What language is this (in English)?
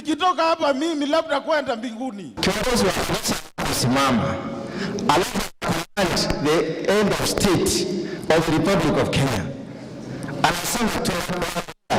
Meru